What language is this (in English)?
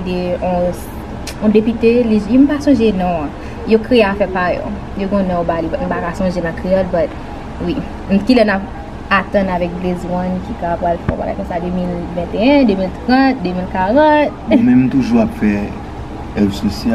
Haitian Creole